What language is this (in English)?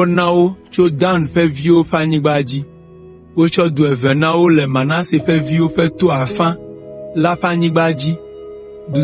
Ewe